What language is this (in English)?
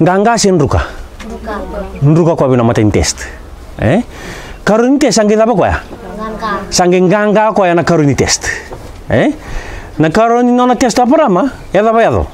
Fijian